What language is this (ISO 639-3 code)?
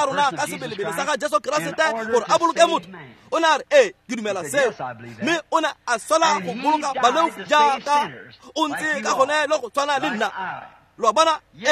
tsn